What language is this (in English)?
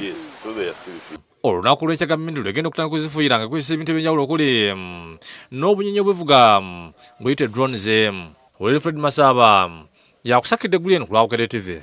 Ganda